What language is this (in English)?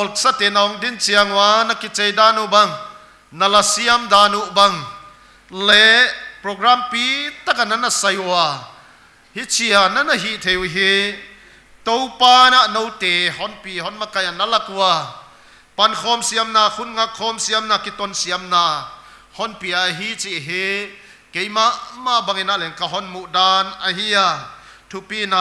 Paite Chin